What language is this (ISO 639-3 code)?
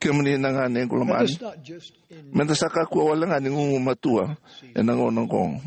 fij